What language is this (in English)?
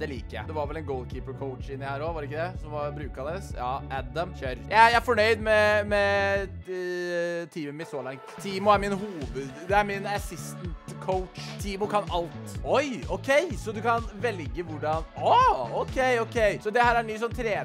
Norwegian